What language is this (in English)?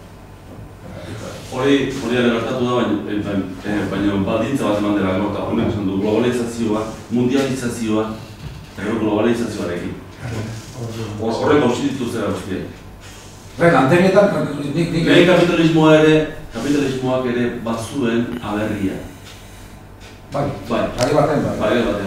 Basque